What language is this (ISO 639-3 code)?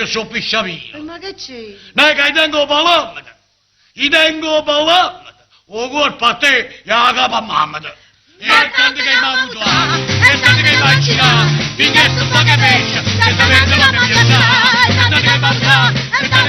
nap